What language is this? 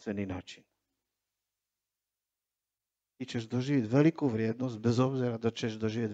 Croatian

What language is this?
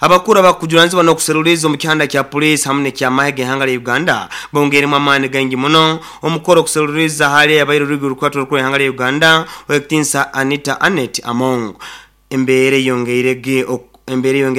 Nyoro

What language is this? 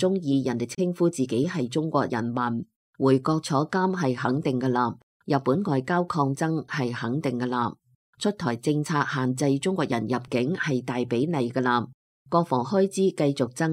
Cantonese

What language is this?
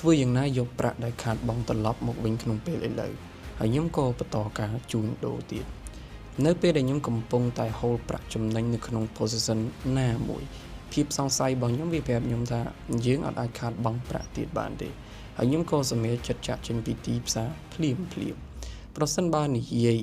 Khmer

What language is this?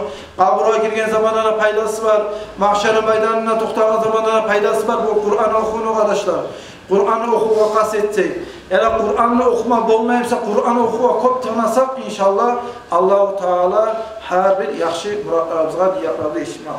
Kumyk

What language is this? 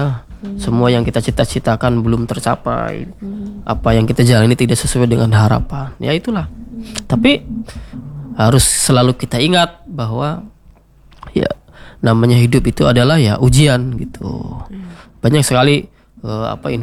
Indonesian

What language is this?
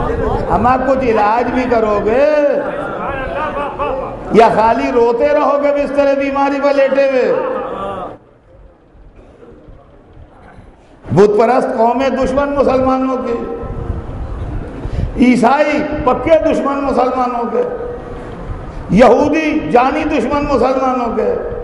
Urdu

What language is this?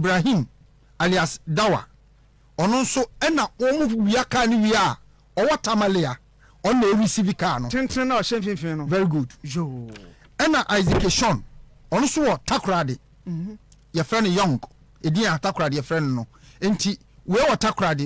Akan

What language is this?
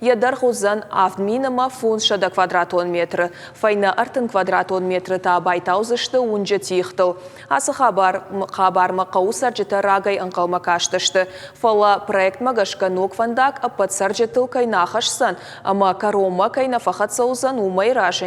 Ossetic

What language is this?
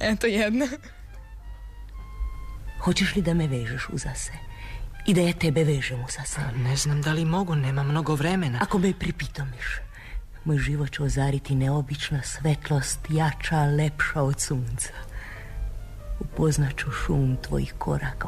Serbian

